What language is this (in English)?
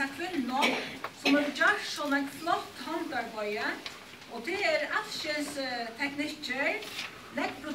Faroese